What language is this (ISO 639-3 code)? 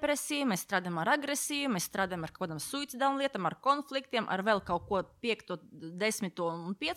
lav